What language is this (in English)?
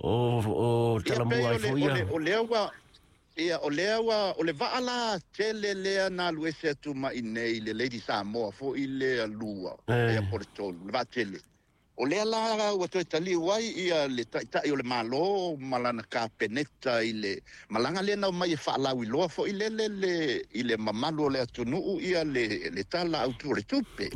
Samoan